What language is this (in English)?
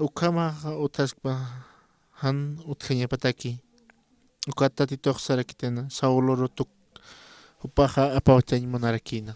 Aymara